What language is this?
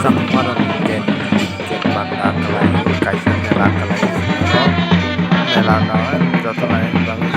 Kok Borok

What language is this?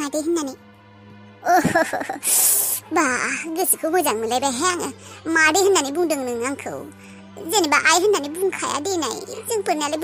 Bodo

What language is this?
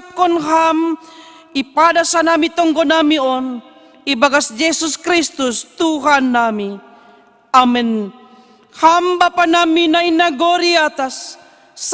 Batak Simalungun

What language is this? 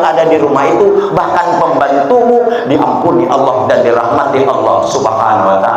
Banjar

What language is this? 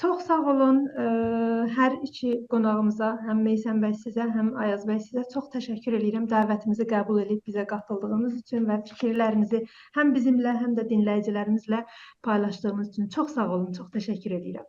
South Azerbaijani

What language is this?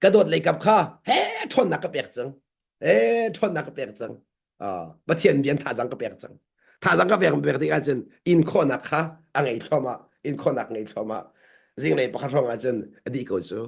Hakha Chin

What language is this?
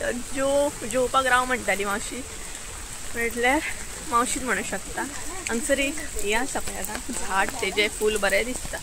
Konkani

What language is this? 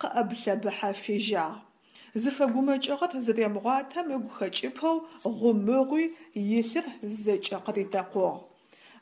Adyghe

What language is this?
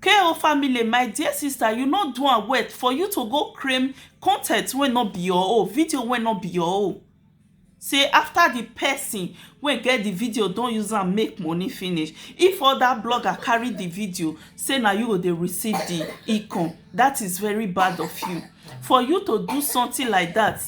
Nigerian Pidgin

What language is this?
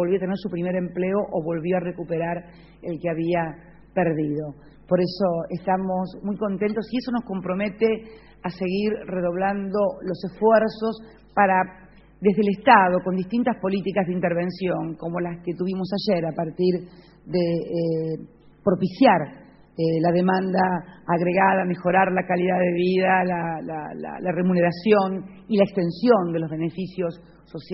Spanish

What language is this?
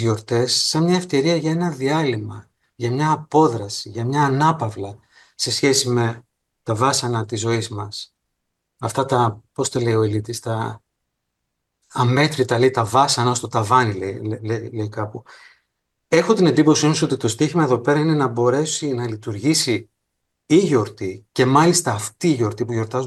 Greek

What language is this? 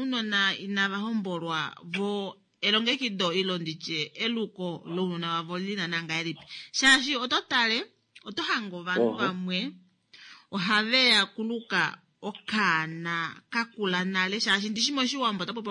Kuanyama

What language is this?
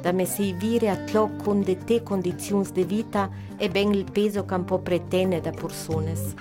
Ladin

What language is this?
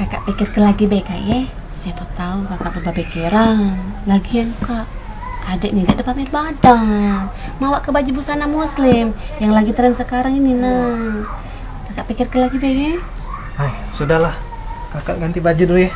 Musi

